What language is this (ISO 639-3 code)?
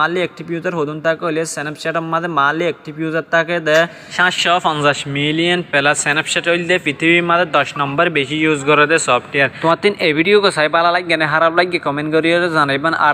rhg